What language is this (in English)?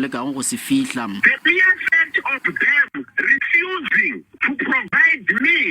Northern Sotho